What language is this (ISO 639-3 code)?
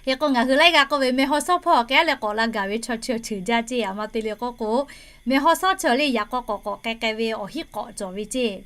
lhu